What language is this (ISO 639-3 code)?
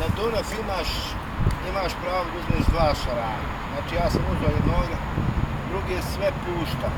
bos